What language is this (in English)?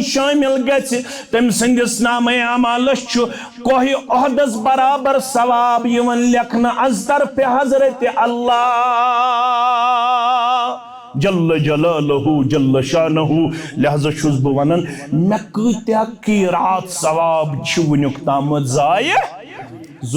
Kashmiri